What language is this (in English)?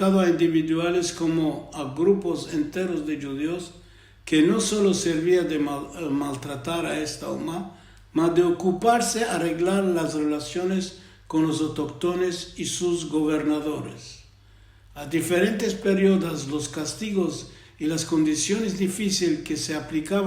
Ladino